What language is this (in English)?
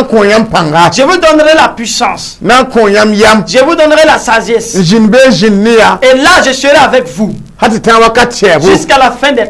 Mossi